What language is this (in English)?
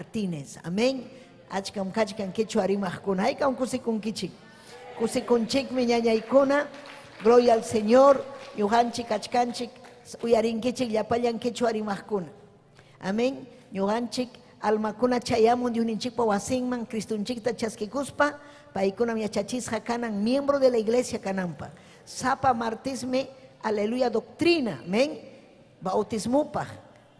Ayacucho Quechua